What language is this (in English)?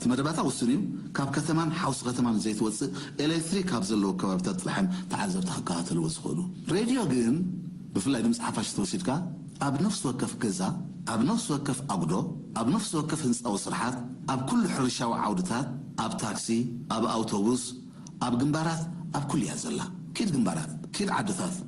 Tigrinya